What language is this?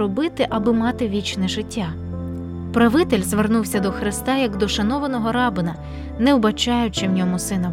Ukrainian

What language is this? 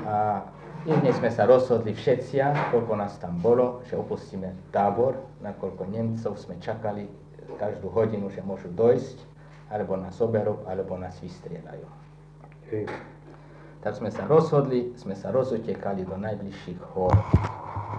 Slovak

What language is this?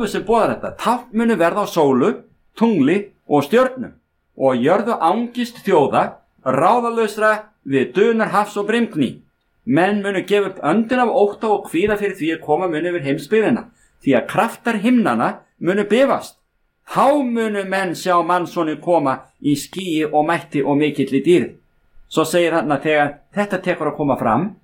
Icelandic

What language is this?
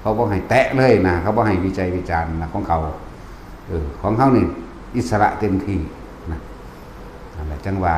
Northeastern Thai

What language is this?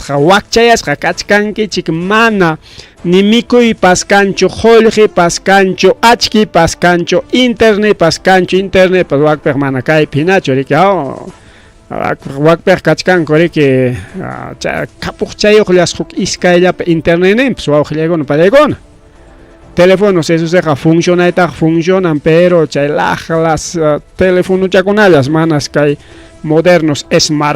Ayacucho Quechua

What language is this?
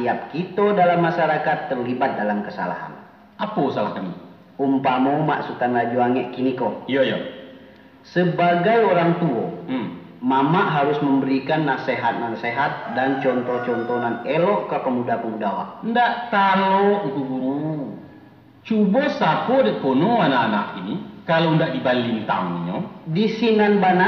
Minangkabau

